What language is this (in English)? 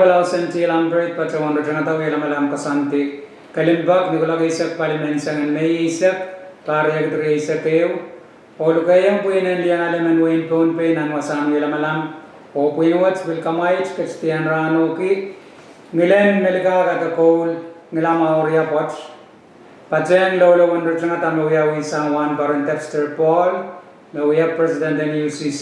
Pohnpeian